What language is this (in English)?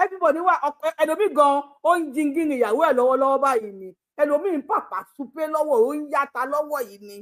Yoruba